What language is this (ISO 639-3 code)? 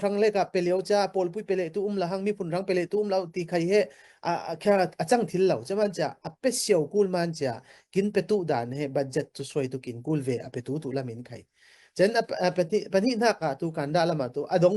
cfm